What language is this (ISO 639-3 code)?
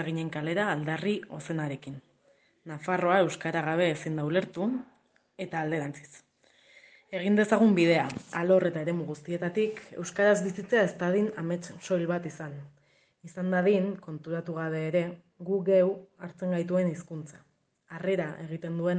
eus